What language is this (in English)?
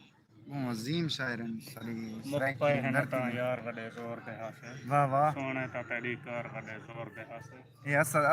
Saraiki